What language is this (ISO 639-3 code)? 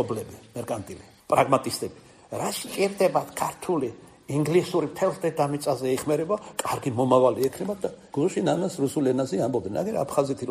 kat